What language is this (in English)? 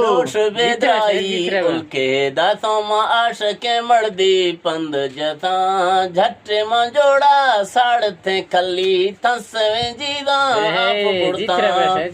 Eastern Balochi